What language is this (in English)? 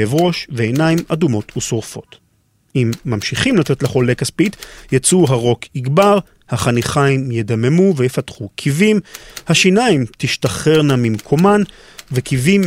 Hebrew